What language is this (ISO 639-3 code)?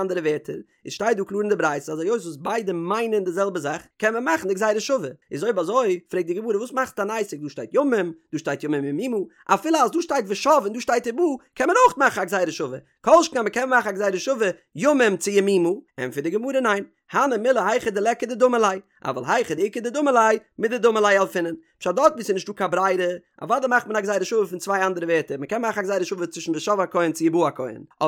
yid